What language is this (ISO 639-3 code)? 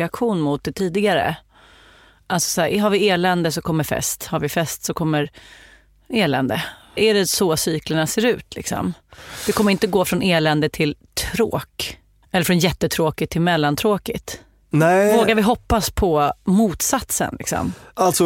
swe